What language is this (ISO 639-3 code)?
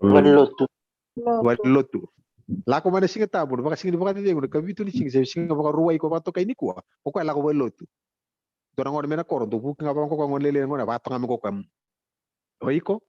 fij